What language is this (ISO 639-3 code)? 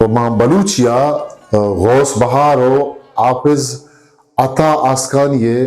bgp